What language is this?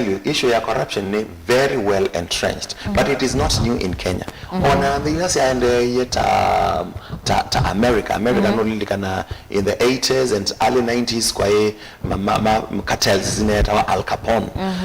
Kamba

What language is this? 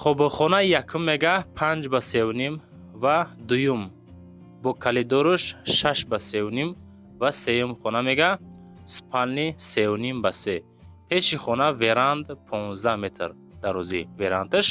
Tajik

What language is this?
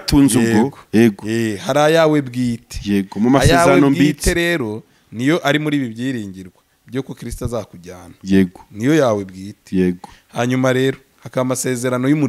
Kinyarwanda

